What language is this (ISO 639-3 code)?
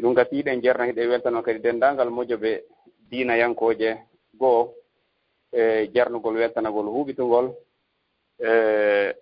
ful